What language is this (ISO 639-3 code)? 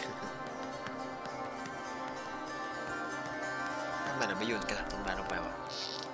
tha